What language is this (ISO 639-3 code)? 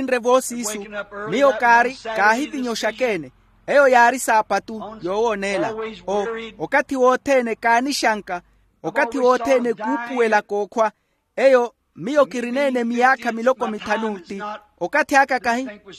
vmw